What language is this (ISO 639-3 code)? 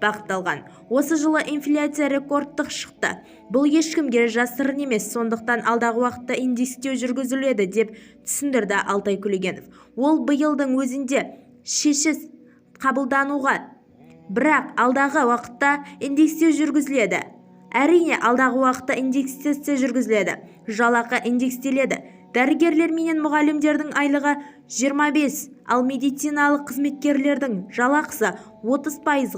kaz